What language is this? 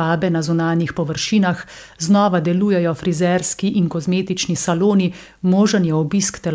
Slovenian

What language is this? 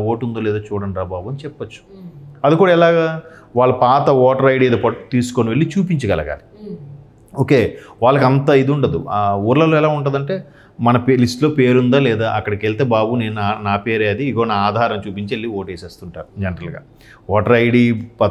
Telugu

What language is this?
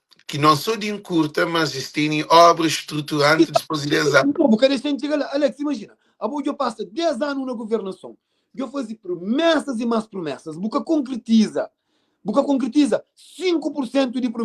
Kabuverdianu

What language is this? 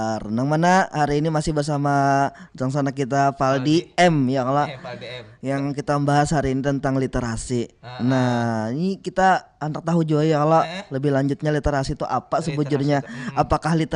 Banjar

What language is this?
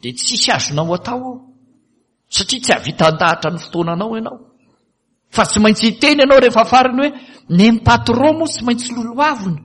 Malagasy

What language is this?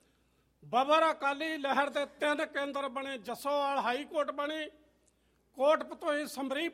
Punjabi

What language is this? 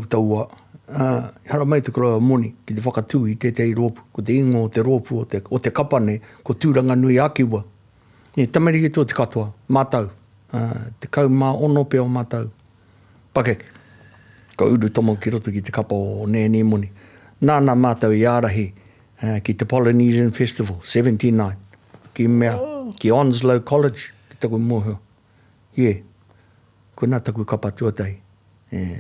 Māori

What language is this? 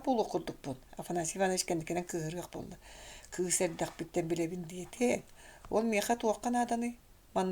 Yakut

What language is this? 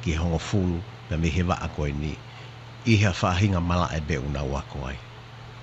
Tongan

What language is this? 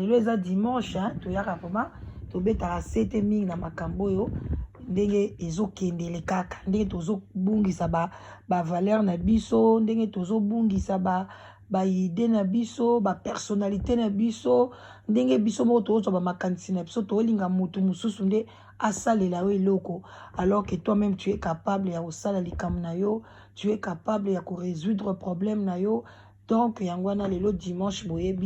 Lingala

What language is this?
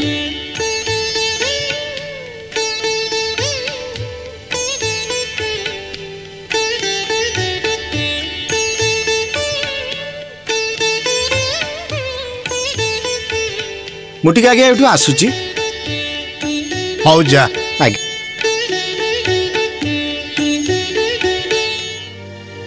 Odia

